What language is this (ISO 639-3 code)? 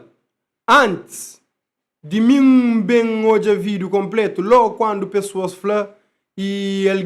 kea